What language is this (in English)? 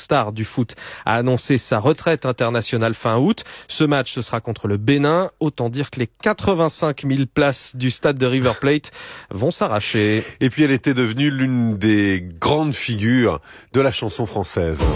French